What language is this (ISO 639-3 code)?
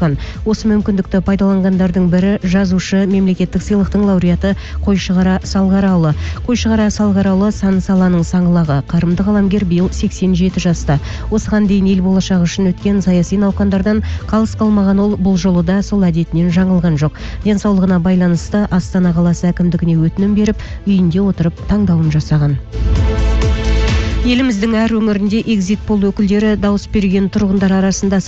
kaz